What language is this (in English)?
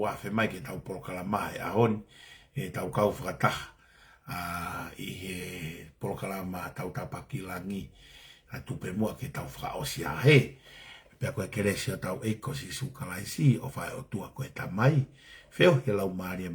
Tongan